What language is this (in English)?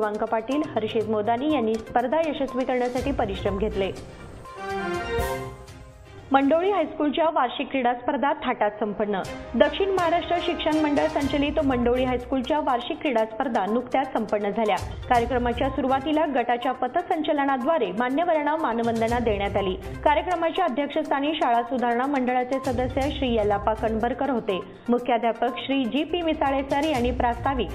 Marathi